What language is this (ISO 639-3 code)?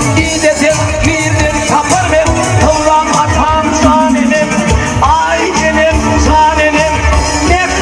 tuk